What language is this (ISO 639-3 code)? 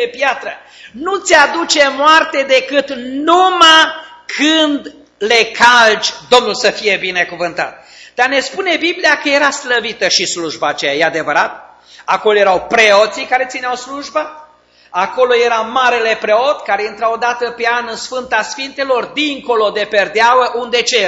ron